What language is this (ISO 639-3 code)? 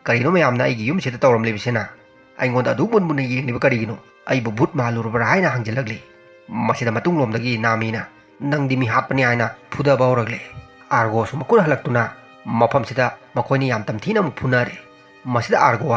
mni